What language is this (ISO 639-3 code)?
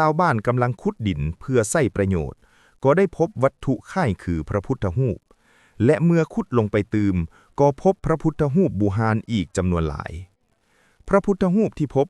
lao